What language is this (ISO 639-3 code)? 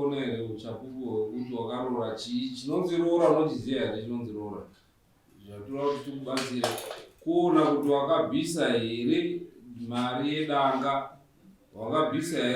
sna